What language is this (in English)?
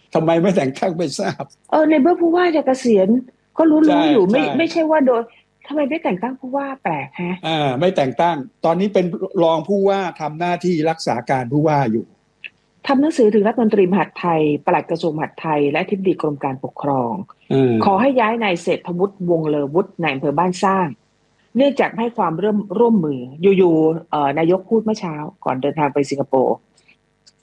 Thai